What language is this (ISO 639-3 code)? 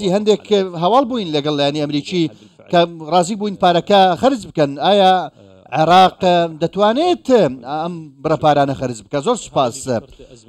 ckb